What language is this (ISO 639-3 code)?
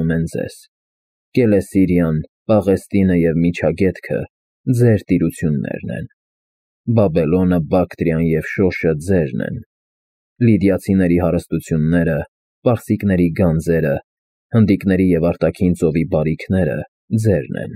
hye